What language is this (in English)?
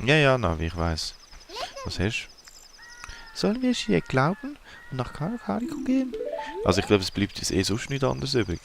Swiss German